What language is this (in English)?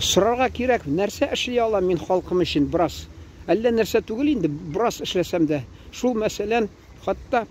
Tatar